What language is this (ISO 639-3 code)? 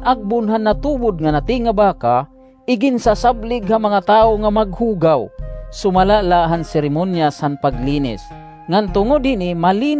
war